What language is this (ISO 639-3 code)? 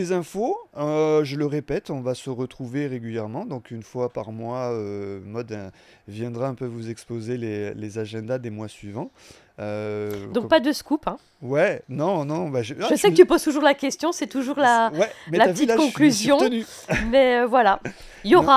fra